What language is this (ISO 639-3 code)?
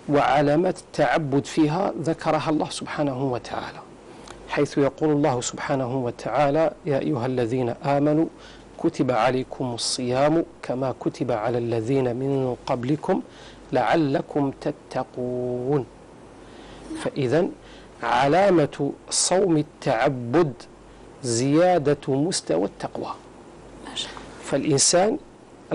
ara